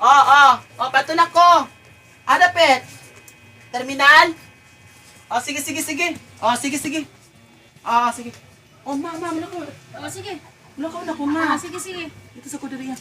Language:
Cebuano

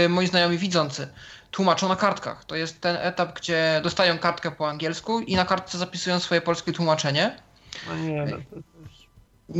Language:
Polish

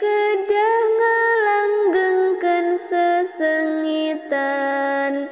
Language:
Sundanese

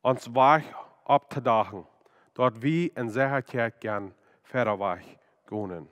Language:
Plautdietsch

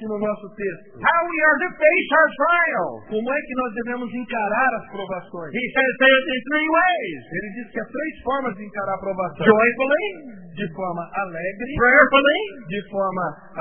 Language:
Portuguese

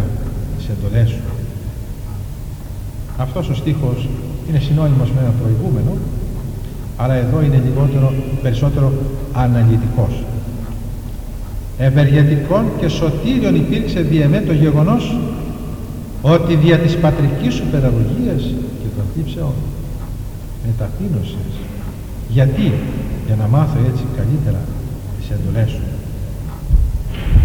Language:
Greek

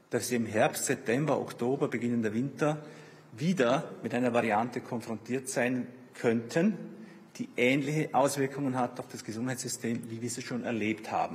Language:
German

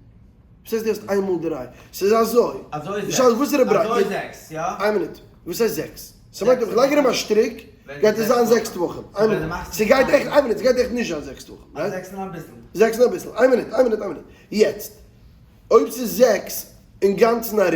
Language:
Yiddish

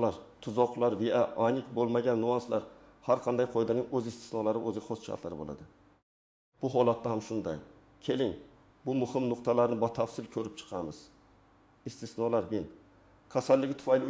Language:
Uzbek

